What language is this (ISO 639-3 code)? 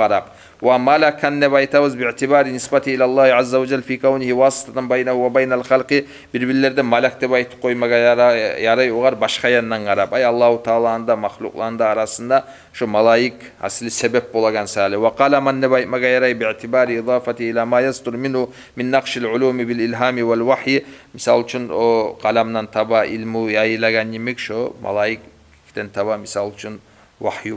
kum